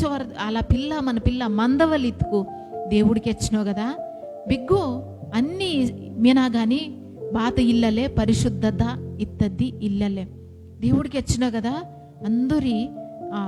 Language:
Koya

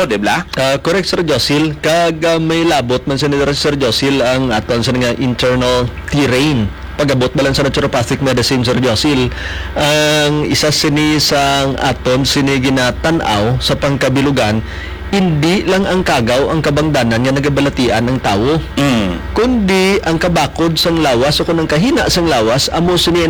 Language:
Hiligaynon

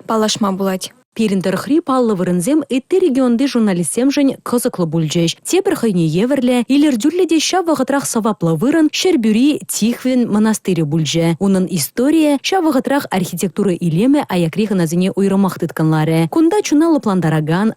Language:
Chuvash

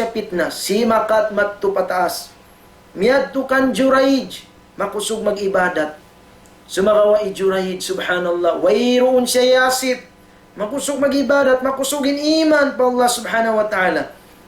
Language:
Tausug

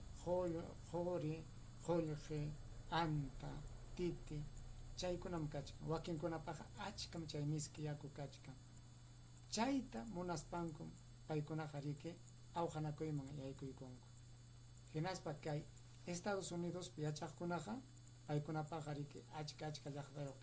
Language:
Ayacucho Quechua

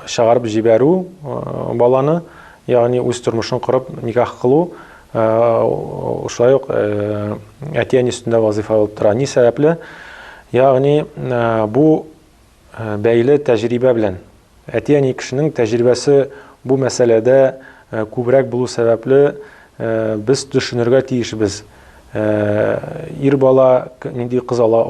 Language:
Tatar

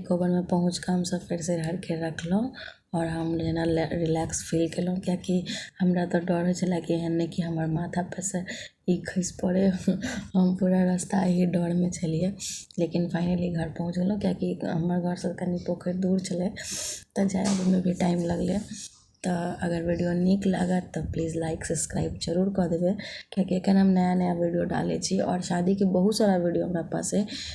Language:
Maithili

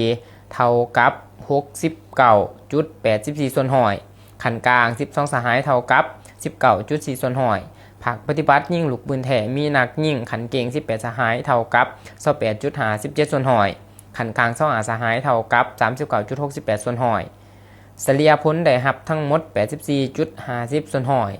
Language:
Lao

